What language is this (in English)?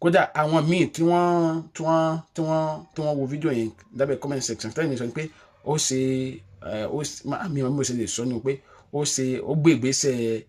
Yoruba